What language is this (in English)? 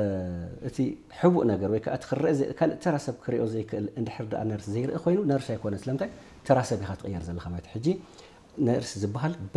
Tigrinya